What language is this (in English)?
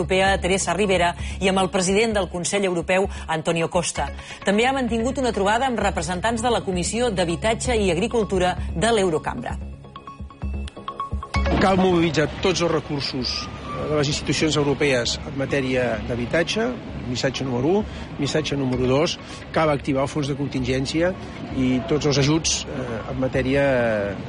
Catalan